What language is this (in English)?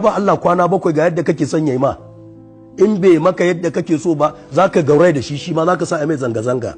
Hausa